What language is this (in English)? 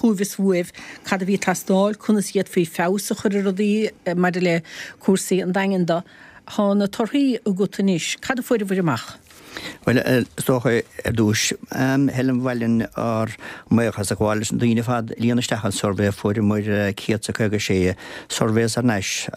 Irish